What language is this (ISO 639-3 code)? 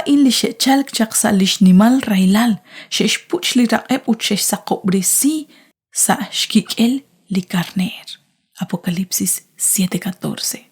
kek